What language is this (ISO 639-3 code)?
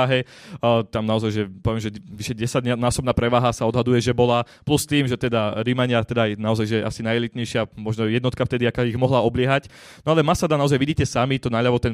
slk